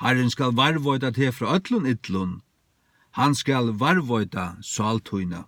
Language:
Faroese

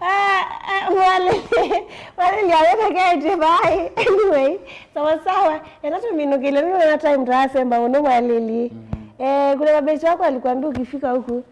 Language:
Kamba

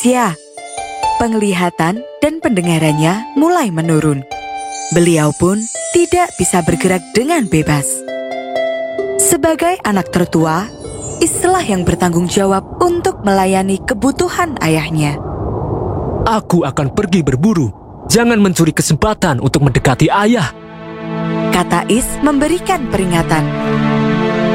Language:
Indonesian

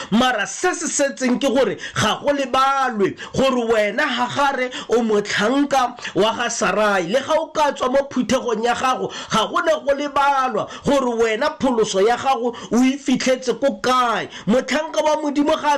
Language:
Tswana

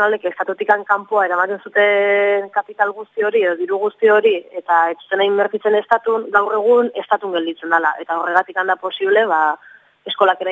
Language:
Basque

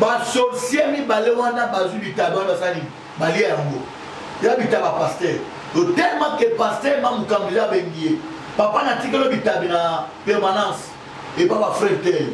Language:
Lingala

